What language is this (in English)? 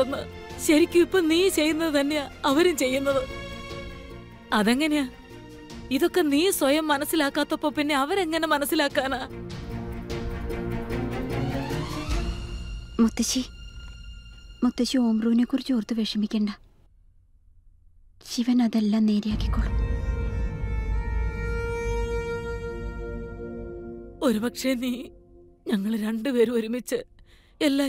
Malayalam